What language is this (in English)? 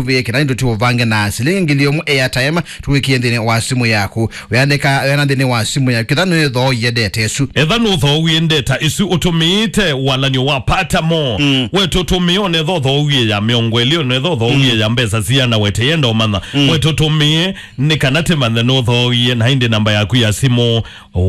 Kamba